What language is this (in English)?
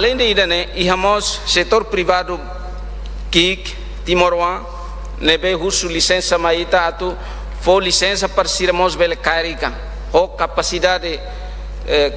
Tetum